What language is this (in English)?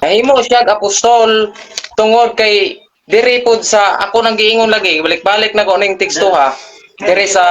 Cebuano